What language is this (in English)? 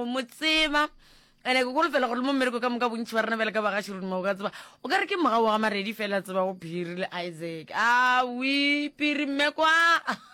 Northern Sotho